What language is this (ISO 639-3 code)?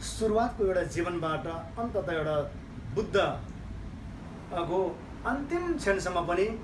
nep